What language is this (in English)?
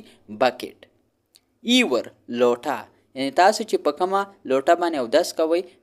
Pashto